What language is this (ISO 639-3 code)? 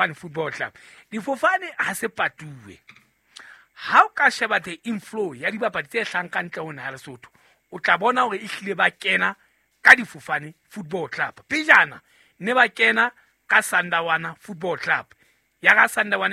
sot